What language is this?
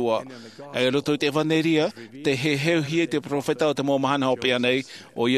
Tahitian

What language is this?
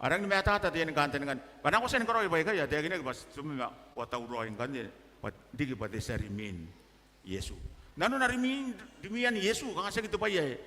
Gilbertese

